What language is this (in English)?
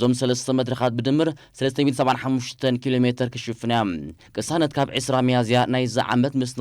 Tigrinya